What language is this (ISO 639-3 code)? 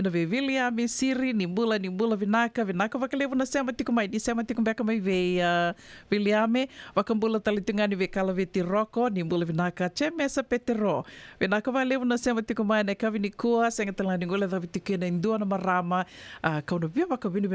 fij